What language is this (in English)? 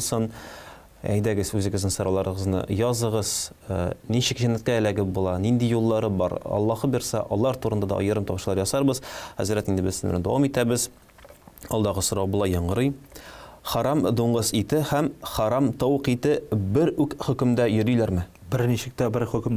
Tatar